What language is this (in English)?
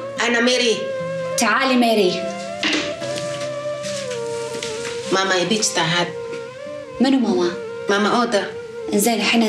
Gulf Arabic